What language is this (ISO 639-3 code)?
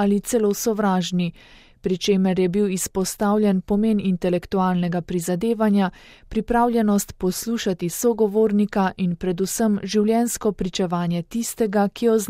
slv